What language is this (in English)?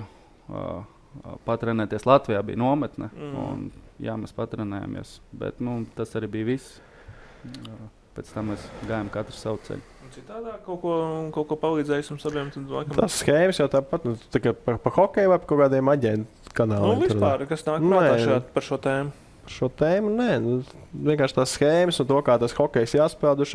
Latvian